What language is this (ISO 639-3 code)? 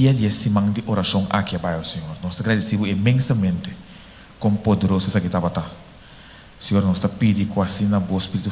pap